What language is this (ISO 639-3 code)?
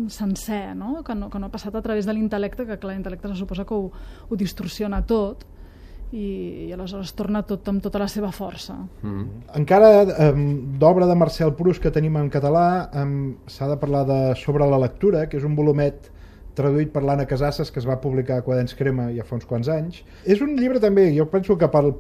cat